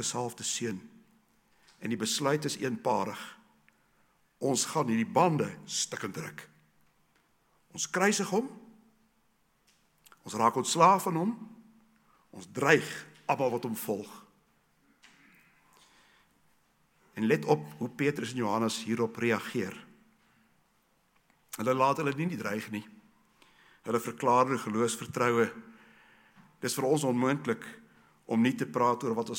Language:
Afrikaans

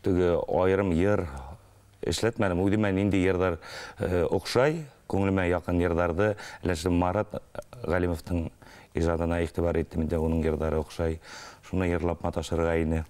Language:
Bashkir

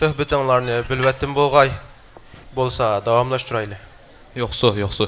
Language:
Uyghur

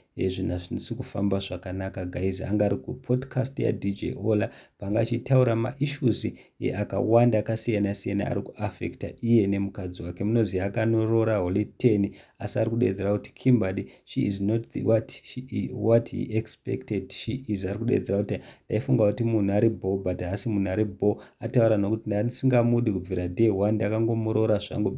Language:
Shona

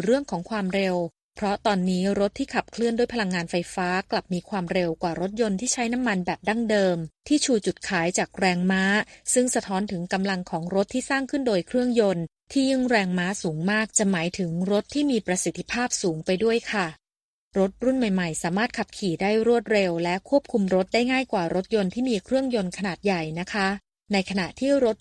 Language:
Thai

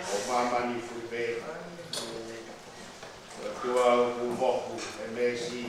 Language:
Tongan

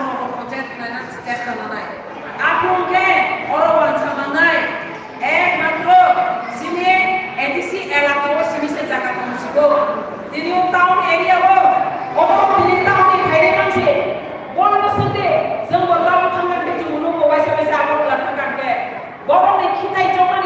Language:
Kok Borok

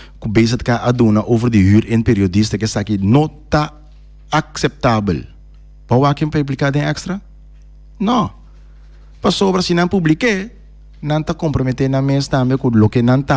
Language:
Papiamento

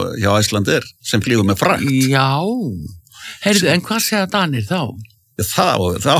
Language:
Icelandic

